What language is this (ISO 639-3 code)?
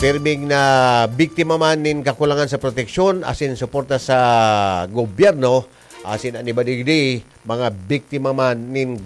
bik